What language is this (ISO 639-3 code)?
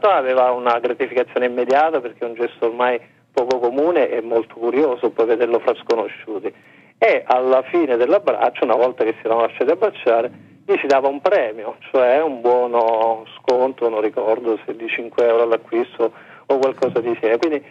ita